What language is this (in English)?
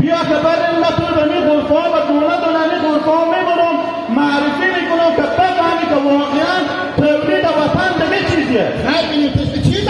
Hazaragi